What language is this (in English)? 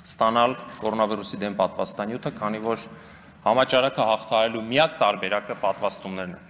Armenian